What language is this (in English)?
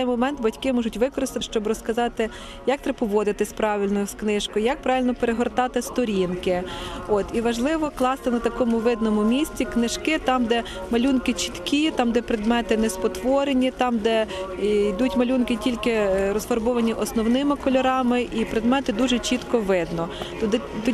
Ukrainian